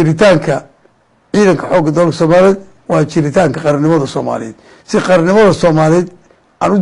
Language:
Somali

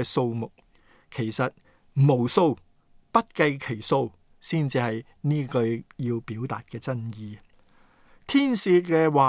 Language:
Cantonese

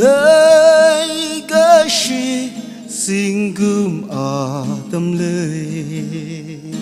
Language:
Tangkhul Naga (India)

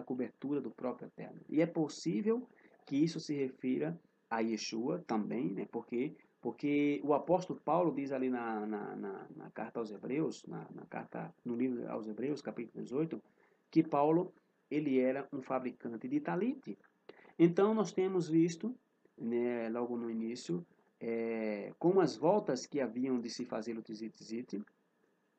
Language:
Portuguese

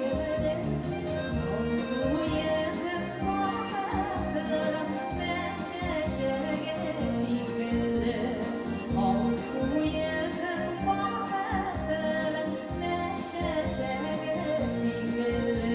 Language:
Tatar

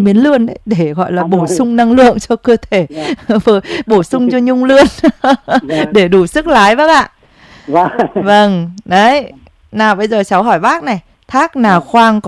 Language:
Vietnamese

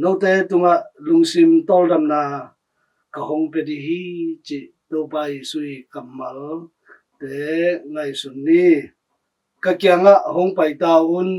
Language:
Tedim Chin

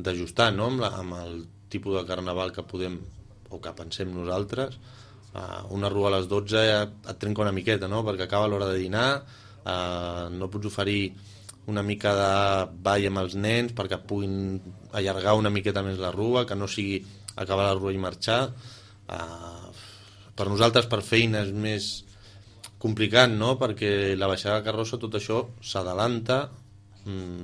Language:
Catalan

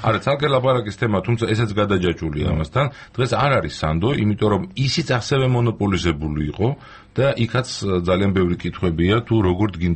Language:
Georgian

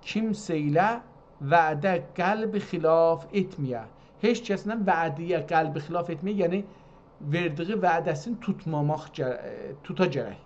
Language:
South Azerbaijani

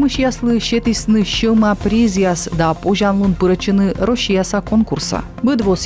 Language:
Komi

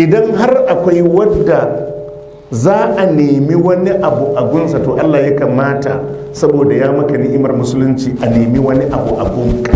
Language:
Hausa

